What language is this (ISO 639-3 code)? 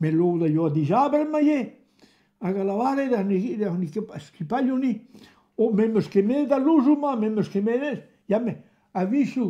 bre